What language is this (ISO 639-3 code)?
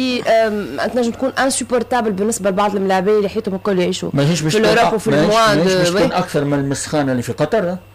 aeb